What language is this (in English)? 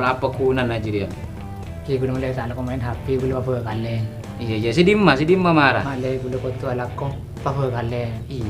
Madurese